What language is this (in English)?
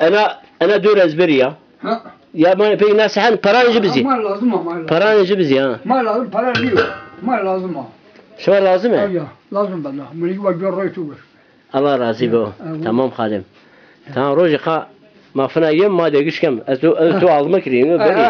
Zaza